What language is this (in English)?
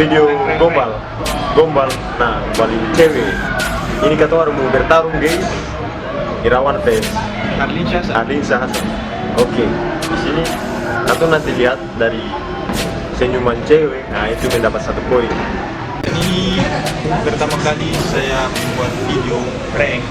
Ambonese Malay